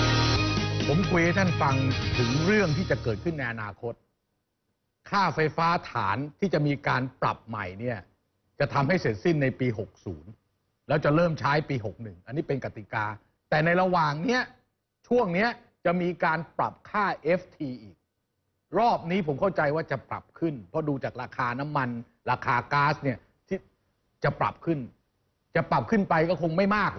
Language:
Thai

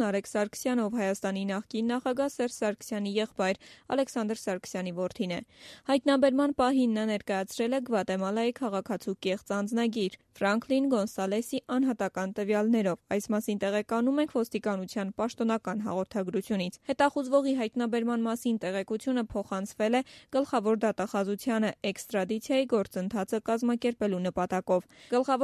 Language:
Armenian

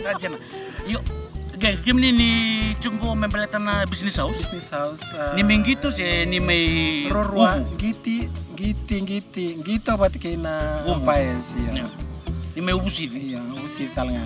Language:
Fijian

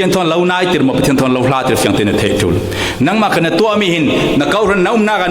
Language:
Falam Chin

